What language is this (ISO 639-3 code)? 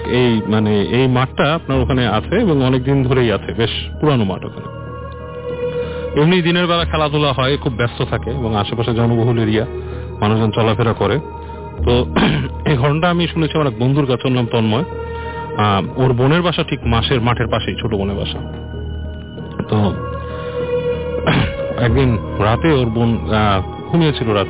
ben